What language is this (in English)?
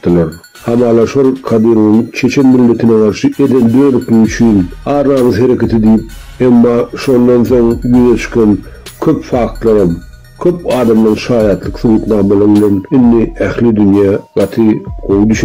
Turkmen